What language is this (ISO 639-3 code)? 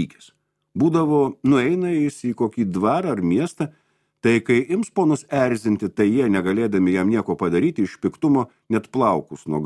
lit